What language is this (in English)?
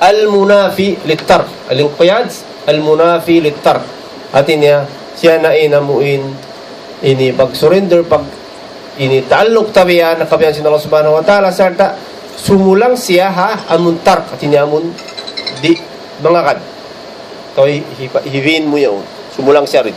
Tausug